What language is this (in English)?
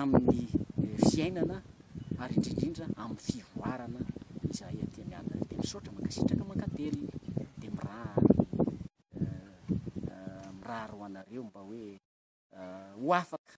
Malagasy